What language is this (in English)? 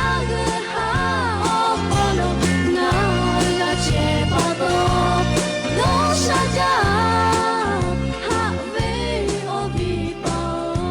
Lahu